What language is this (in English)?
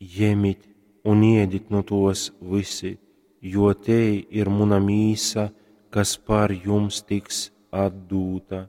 Latgalian